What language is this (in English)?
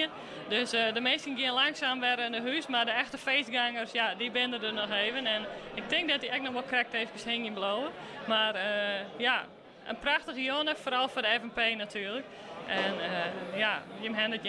Western Frisian